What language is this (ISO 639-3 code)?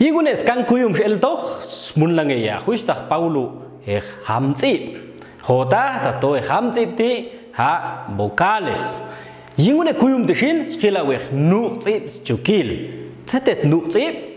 jac